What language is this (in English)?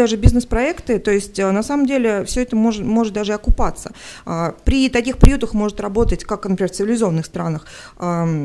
Russian